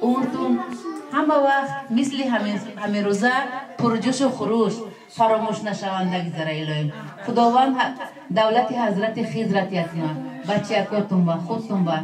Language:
Tajik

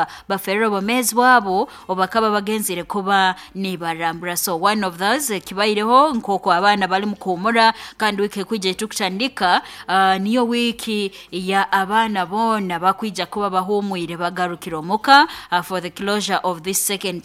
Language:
Nyankole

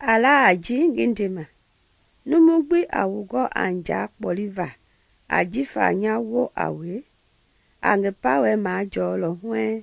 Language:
Mende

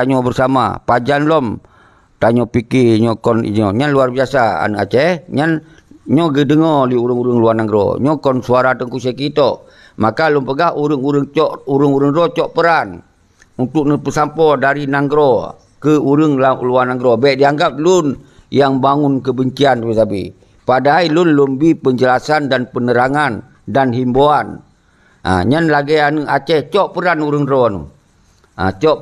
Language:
Achinese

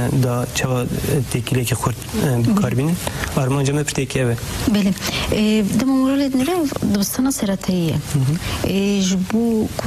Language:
Kurdish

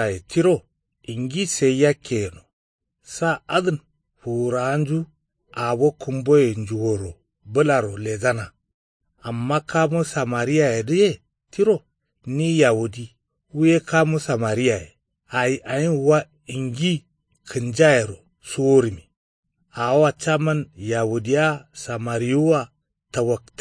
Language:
Kanuri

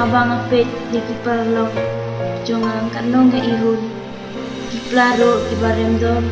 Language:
Khasi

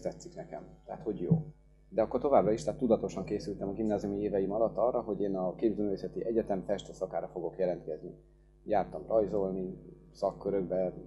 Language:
Hungarian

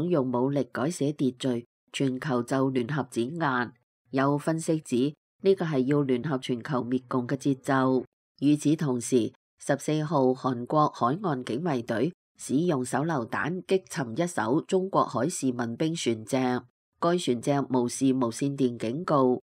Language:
Cantonese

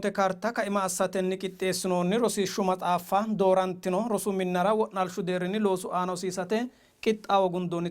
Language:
Sidamo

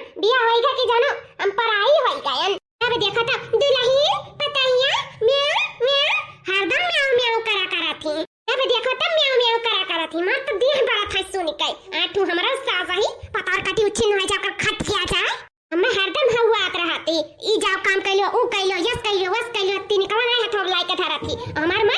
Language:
Awadhi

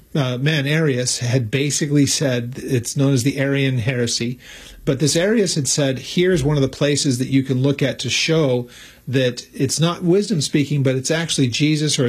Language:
English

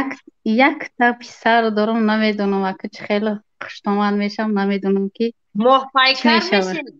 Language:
Tajik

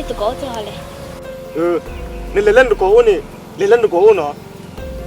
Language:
S'gaw Karen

